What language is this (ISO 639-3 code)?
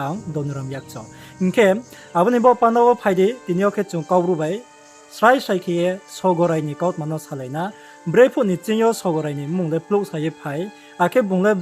ria